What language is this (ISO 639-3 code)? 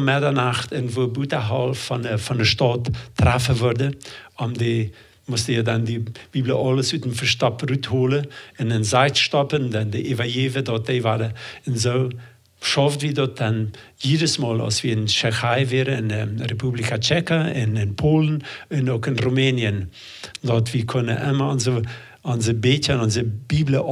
pdt